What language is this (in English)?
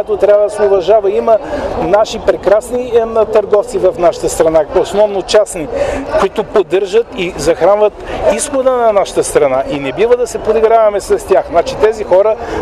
Bulgarian